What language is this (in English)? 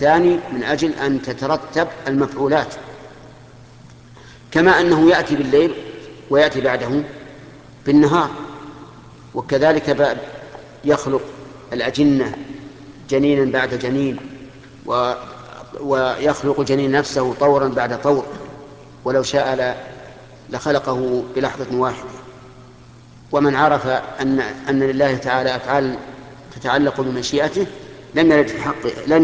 Arabic